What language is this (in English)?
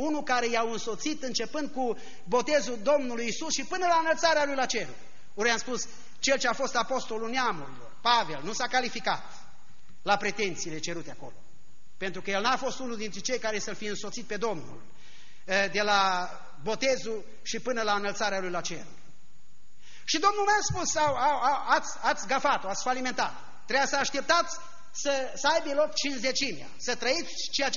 Romanian